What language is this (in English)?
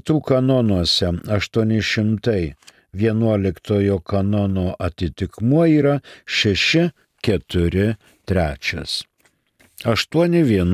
Lithuanian